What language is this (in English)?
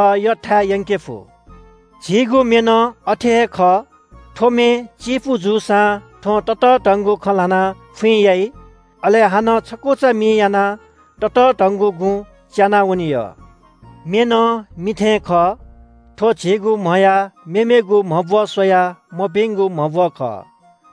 Newari